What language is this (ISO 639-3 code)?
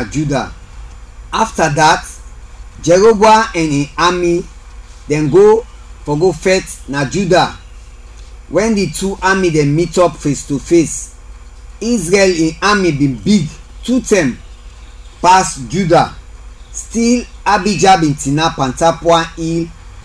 kri